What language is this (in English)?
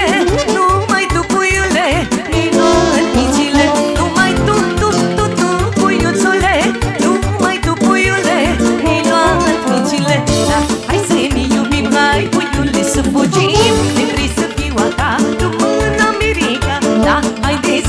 Romanian